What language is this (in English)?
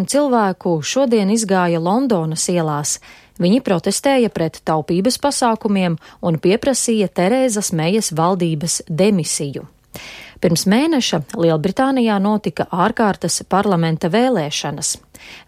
Latvian